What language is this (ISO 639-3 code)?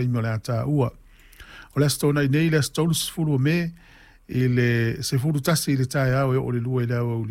smo